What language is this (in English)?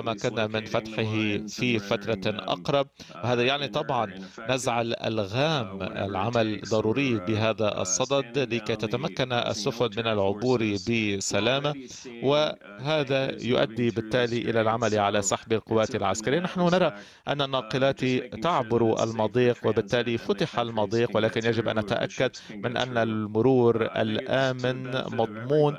Arabic